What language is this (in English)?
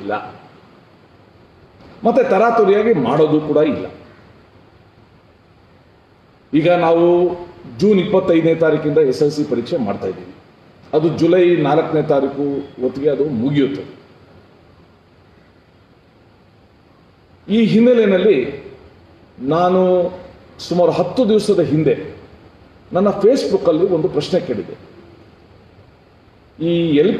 Kannada